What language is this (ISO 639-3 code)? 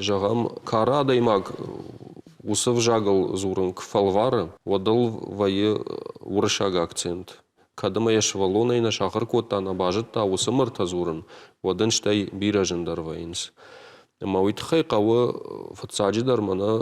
oss